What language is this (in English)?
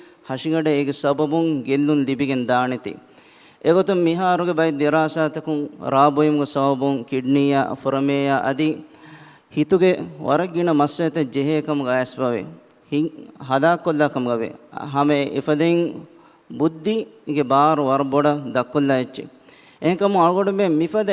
Divehi